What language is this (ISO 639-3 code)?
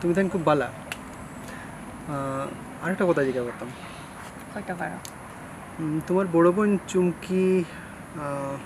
syl